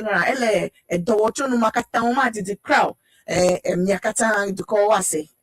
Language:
Ewe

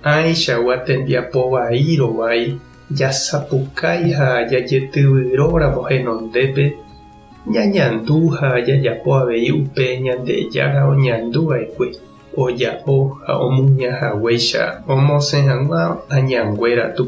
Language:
Guarani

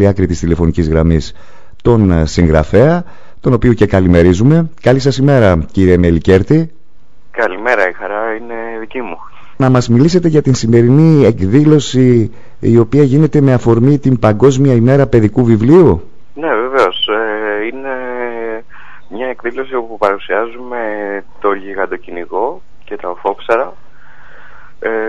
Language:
Greek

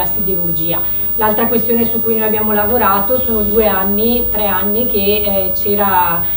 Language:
Italian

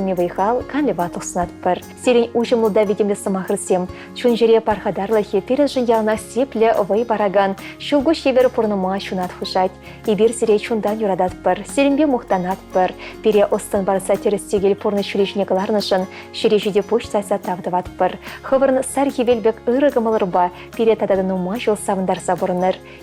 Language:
Chuvash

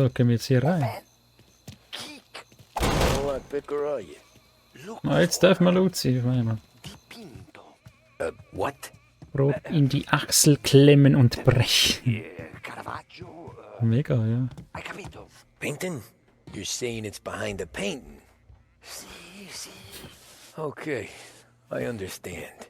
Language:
Swiss German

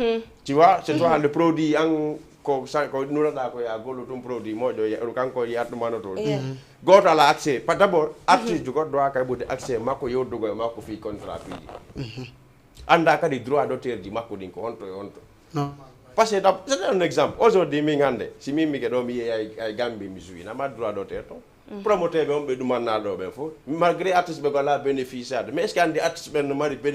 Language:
Fula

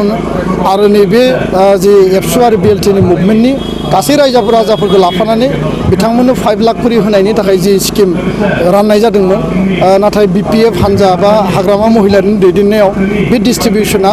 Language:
Bodo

